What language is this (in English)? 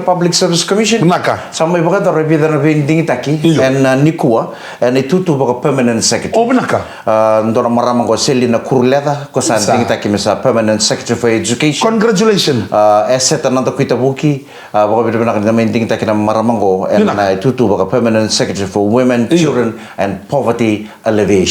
Fijian